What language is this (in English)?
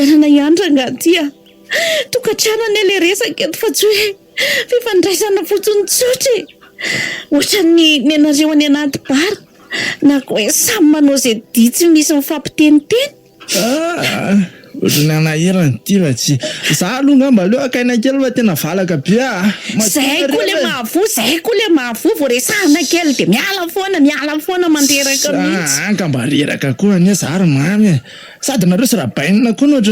Malagasy